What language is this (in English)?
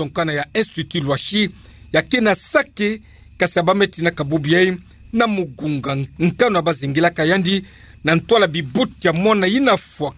Kituba (Democratic Republic of Congo)